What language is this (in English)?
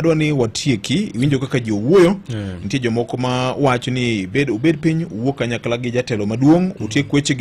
Luo (Kenya and Tanzania)